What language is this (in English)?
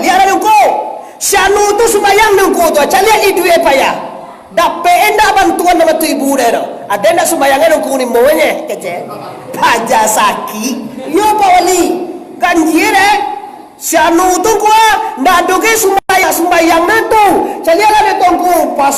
Minangkabau